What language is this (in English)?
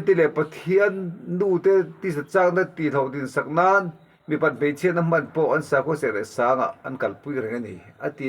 Mizo